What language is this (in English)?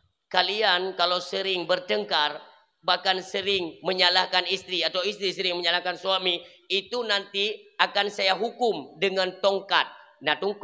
Achinese